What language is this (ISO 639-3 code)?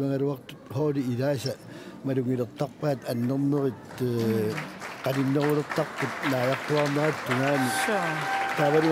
kal